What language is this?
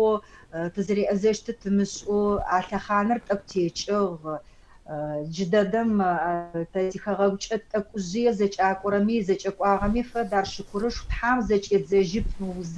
Adyghe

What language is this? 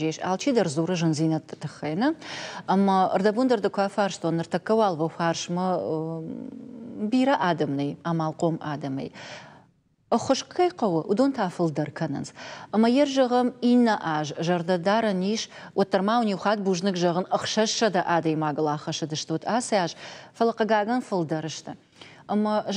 Ossetic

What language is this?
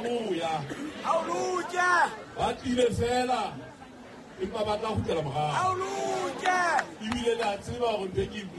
Southern Sotho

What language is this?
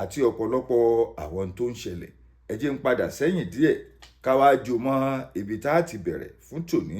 Yoruba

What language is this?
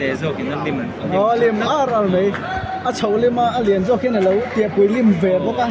Mizo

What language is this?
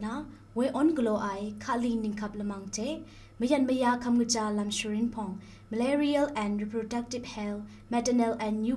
Kachin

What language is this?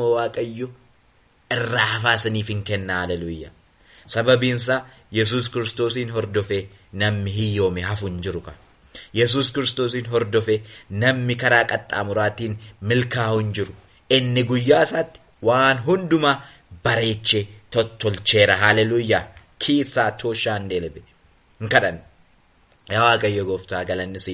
Oromo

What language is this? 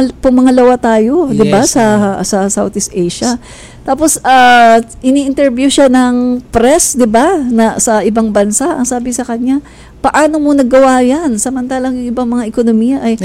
Filipino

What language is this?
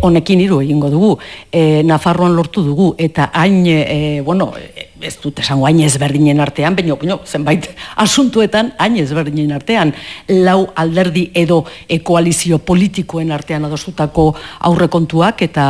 Basque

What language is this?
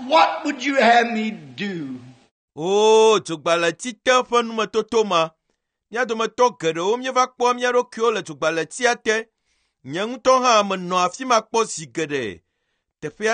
Ewe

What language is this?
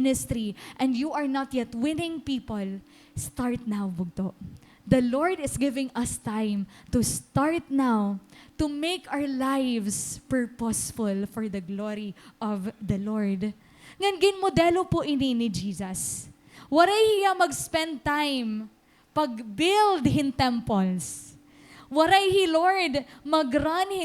Waray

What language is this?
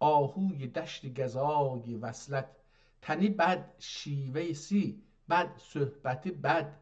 South Azerbaijani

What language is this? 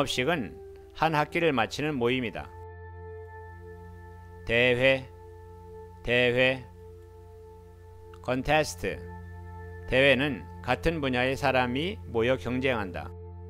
Korean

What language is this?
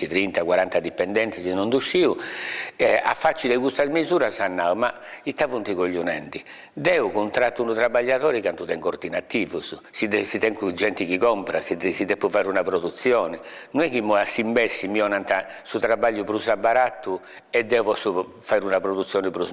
Sardinian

